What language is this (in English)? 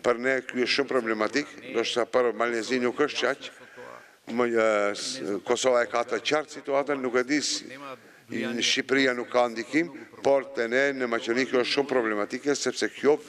Albanian